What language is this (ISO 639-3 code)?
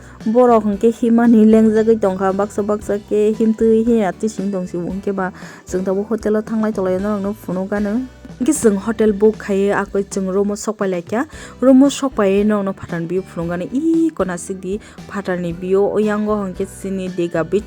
trp